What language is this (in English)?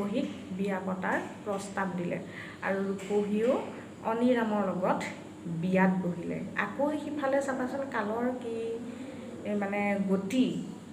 Assamese